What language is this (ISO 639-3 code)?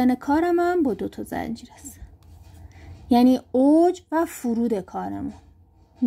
fas